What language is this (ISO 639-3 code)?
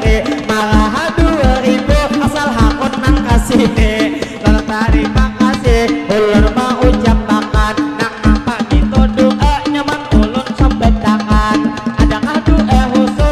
bjn